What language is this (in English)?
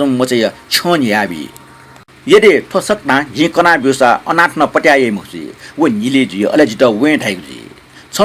Newari